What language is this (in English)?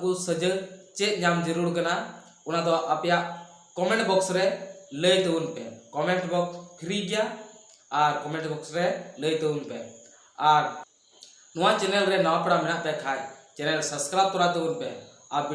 Santali